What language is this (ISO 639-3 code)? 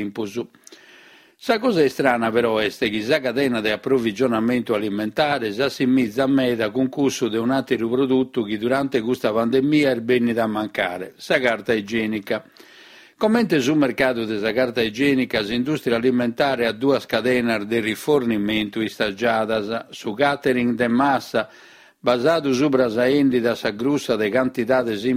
srd